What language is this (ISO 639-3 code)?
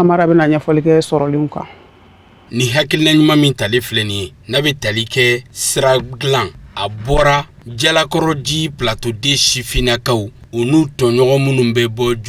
bam